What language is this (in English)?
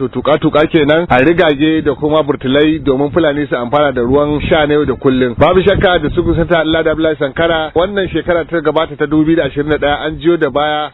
Hausa